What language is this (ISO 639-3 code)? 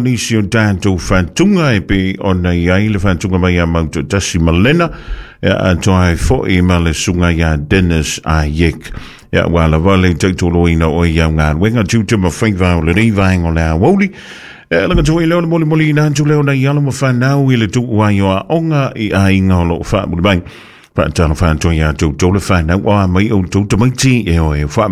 smo